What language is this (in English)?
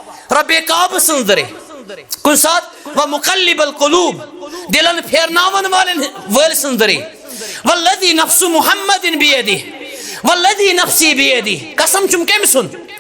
Kashmiri